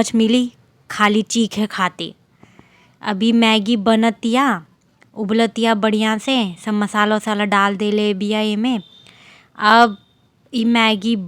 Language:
Bhojpuri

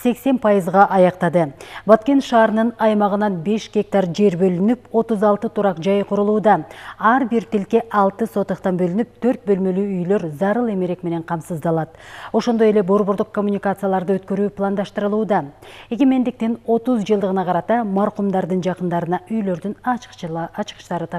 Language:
Kyrgyz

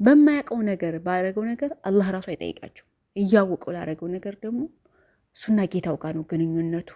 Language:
Amharic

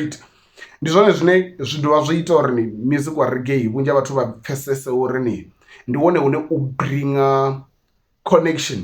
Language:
Venda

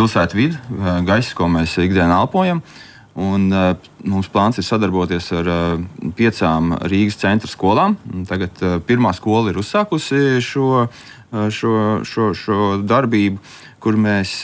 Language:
Latvian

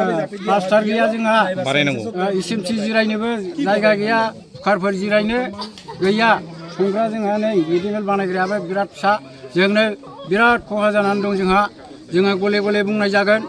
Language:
Bodo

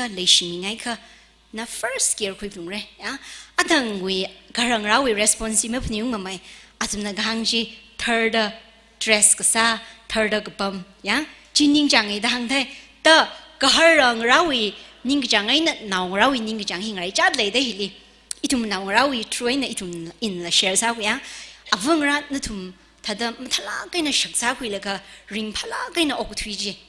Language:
Tangkhul Naga (India)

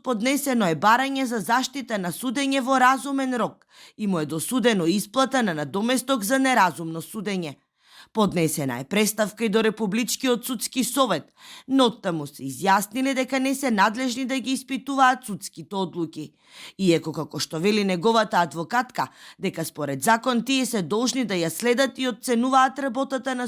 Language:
Macedonian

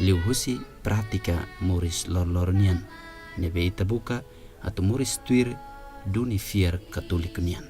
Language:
Tetum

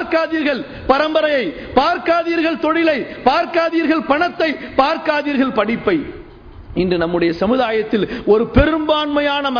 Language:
Tamil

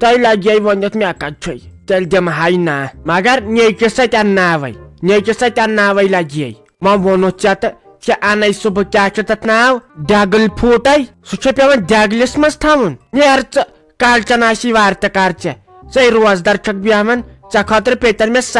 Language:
Kashmiri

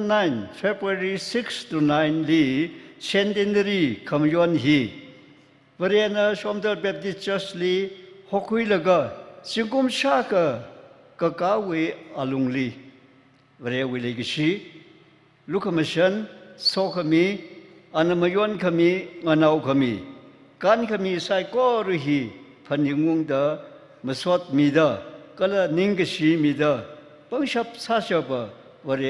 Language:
Tangkhul Naga (India)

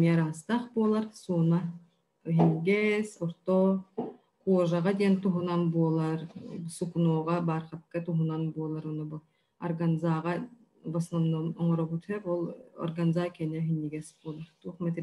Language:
Yakut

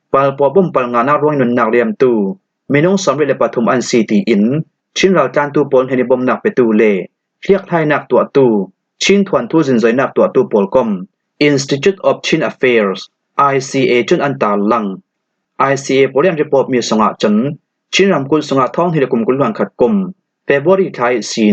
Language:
Falam Chin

